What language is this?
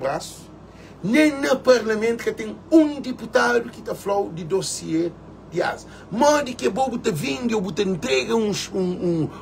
Kabuverdianu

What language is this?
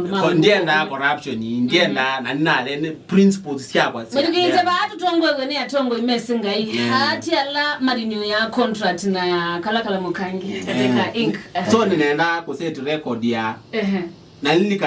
Kamba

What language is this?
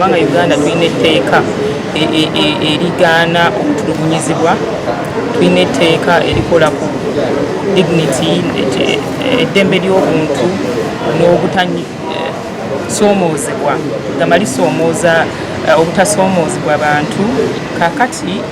Ganda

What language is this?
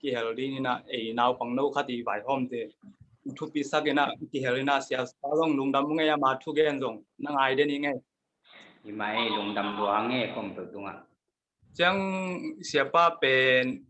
Tedim Chin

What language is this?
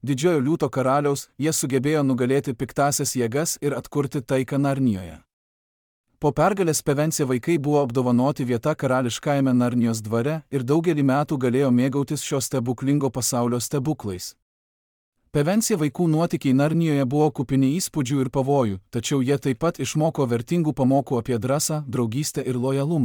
Lithuanian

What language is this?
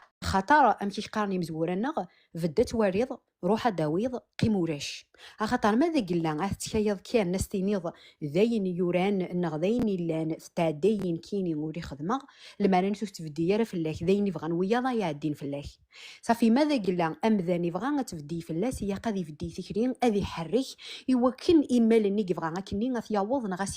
Kabyle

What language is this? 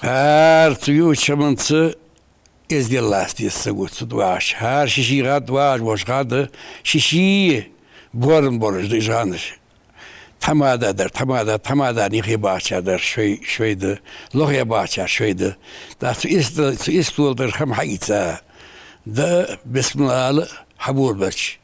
Ingush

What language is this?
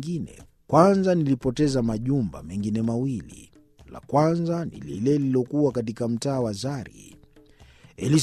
Swahili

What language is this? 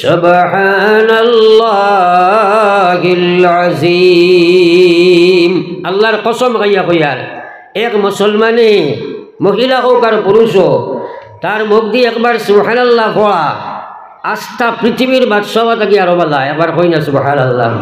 Sylheti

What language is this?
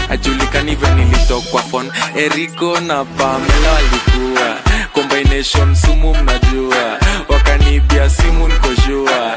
Swahili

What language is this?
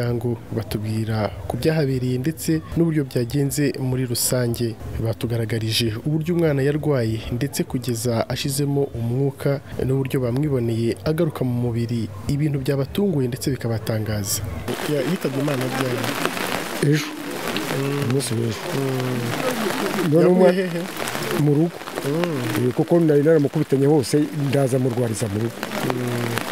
Kinyarwanda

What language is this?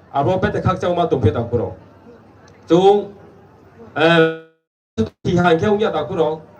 Riang (India)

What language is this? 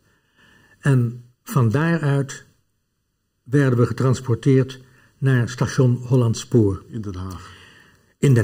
Dutch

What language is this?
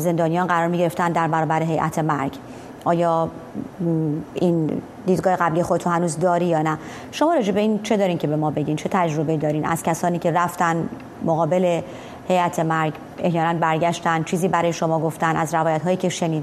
Persian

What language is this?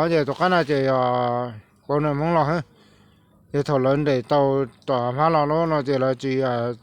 Hmong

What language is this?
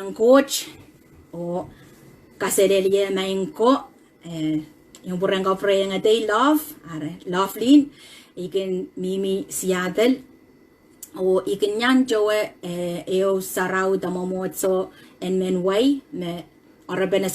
Pohnpeian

